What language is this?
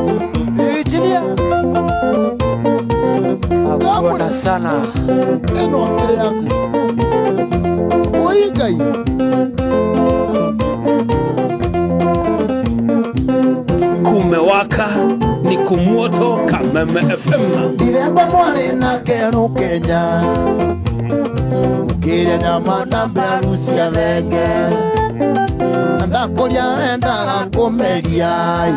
Kikuyu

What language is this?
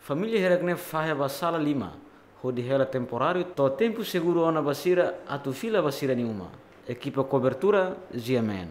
Tetum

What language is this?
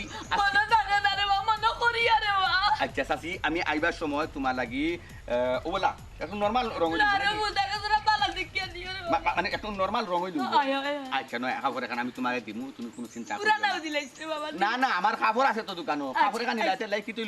Sylheti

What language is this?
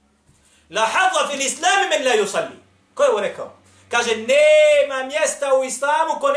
Bosnian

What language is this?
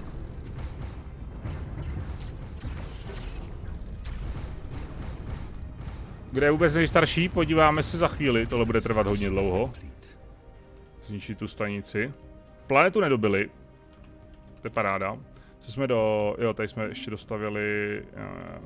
Czech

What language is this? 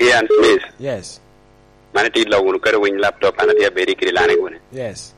Lango (Uganda)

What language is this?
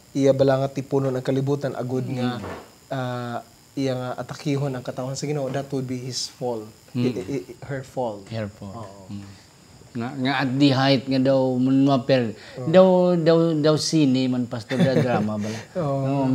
Hiligaynon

